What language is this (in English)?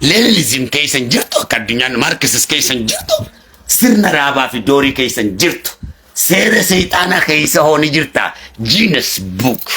Oromo